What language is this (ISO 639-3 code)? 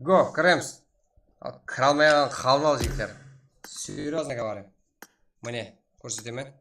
kaa